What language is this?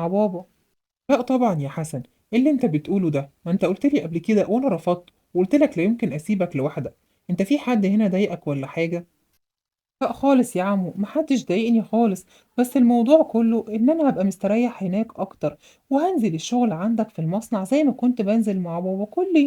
Egyptian Arabic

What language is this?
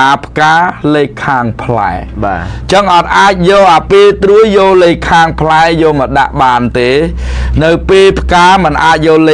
Khmer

